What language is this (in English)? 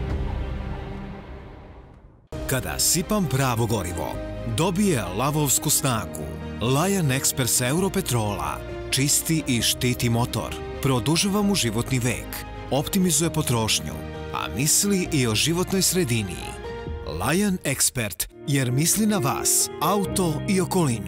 Serbian